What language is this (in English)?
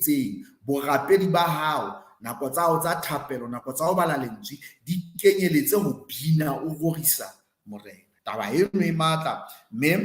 Southern Sotho